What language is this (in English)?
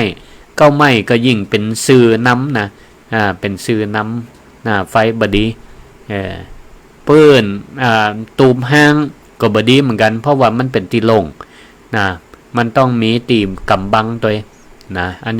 Northern Thai